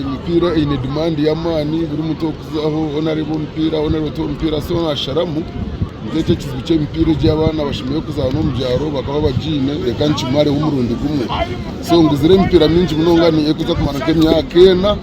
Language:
Nyankole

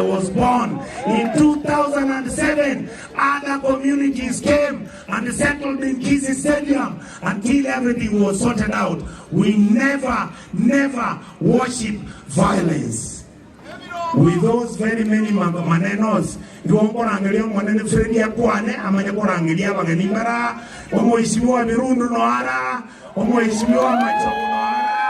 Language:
Gusii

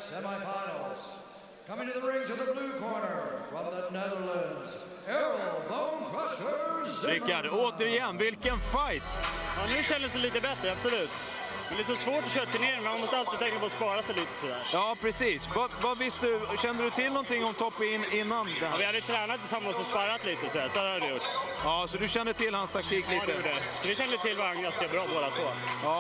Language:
Swedish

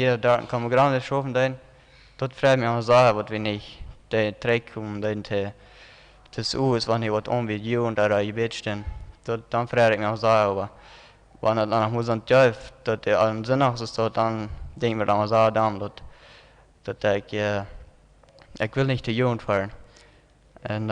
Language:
Plautdietsch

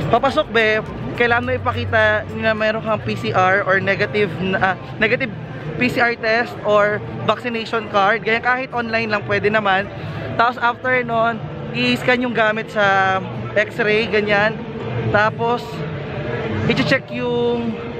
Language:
Filipino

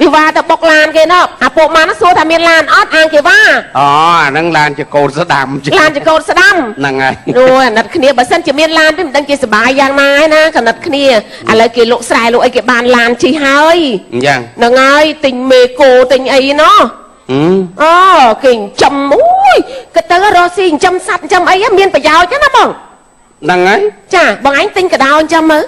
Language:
Khmer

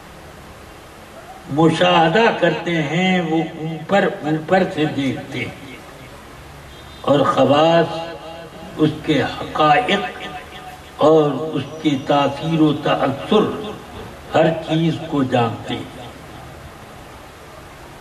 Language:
Urdu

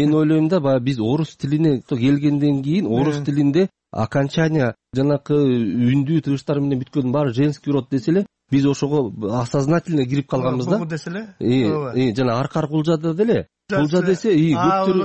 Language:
Kyrgyz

